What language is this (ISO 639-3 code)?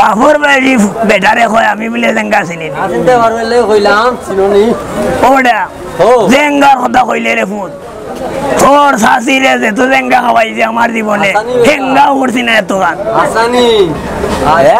syl